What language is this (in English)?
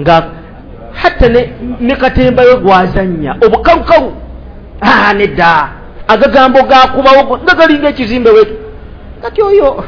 Ganda